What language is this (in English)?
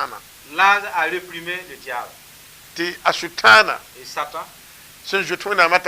Mossi